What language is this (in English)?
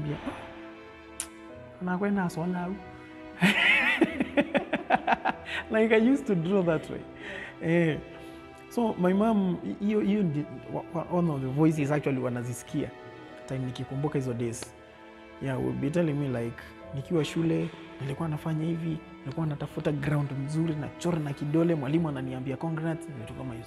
Swahili